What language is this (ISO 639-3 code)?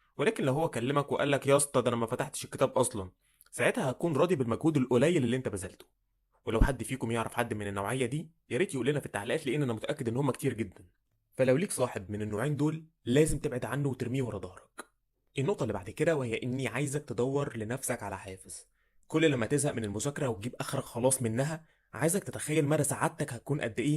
arz